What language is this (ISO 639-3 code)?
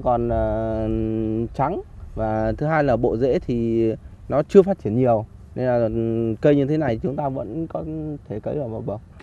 vie